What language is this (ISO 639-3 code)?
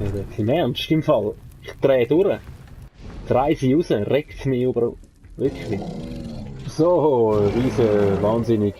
gsw